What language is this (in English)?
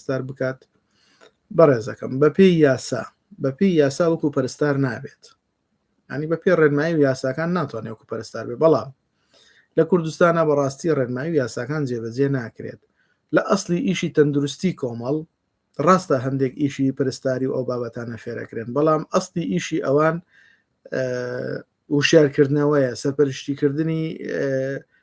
Central Kurdish